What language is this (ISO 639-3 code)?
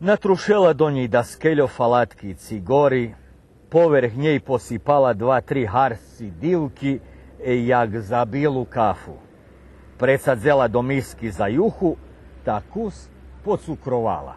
rue